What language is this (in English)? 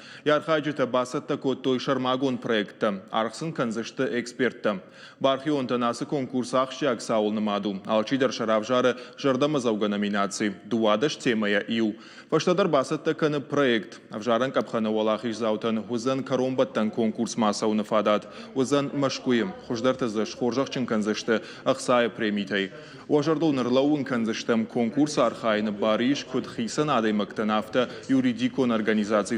Ossetic